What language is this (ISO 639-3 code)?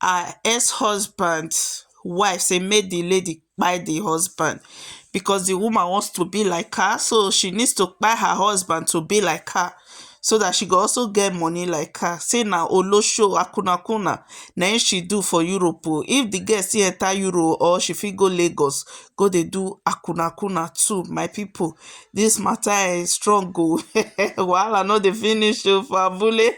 pcm